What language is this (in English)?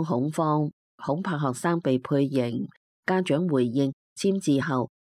Cantonese